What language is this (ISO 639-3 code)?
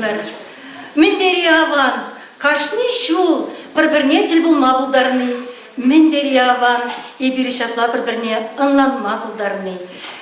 chv